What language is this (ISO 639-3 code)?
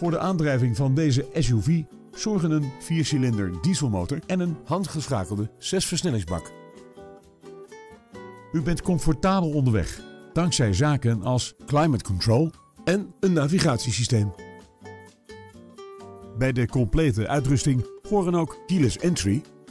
nld